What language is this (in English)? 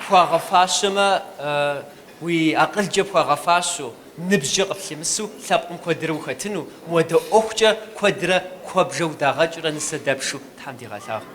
Kabardian